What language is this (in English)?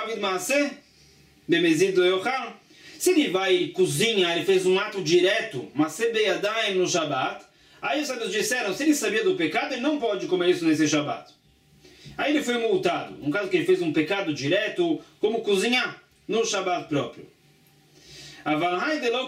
Portuguese